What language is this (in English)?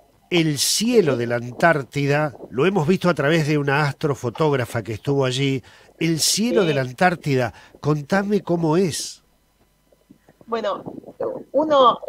Spanish